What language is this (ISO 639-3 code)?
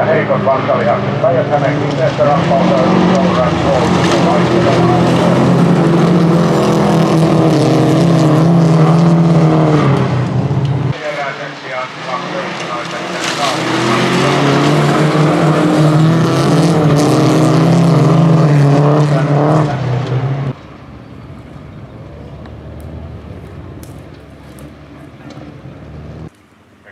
fin